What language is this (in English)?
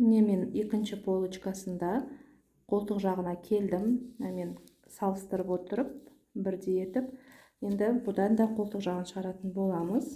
Kazakh